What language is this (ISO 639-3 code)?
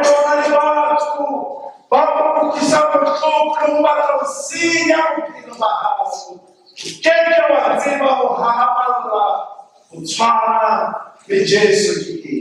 sot